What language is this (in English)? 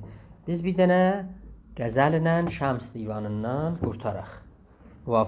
South Azerbaijani